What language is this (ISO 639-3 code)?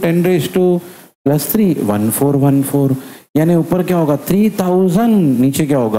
hin